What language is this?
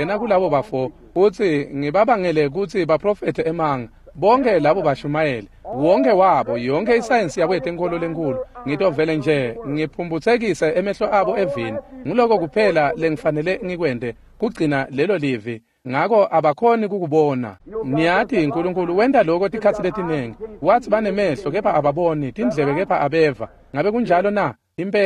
Swati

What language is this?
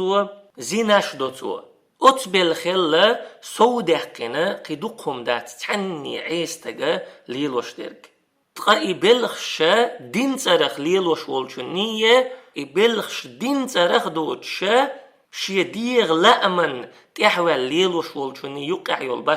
Chechen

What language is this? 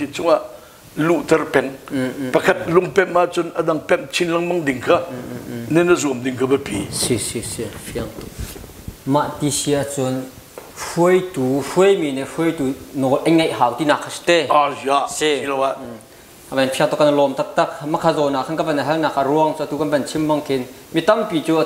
Hakha Chin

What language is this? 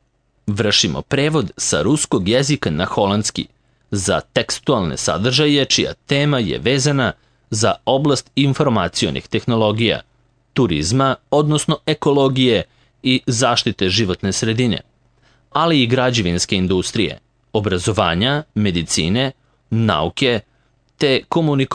Serbian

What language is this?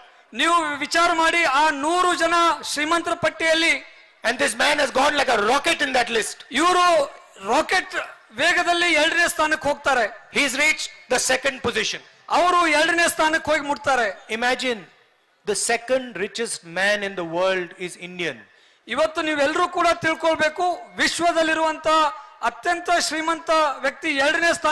Kannada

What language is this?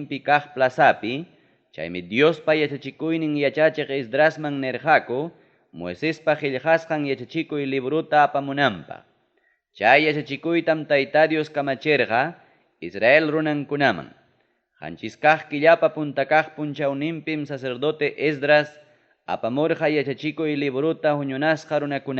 Ayacucho Quechua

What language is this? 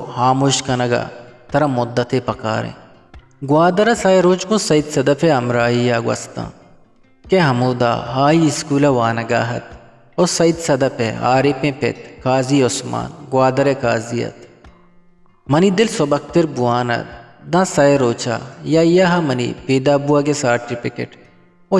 Eastern Balochi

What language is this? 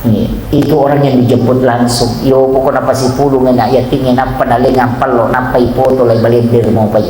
Buginese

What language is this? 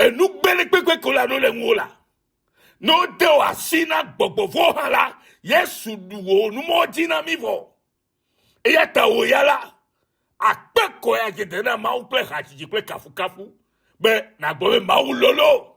Ewe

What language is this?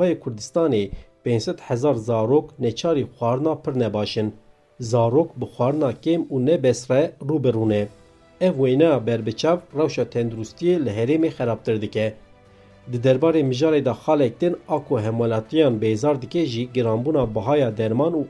Kurdish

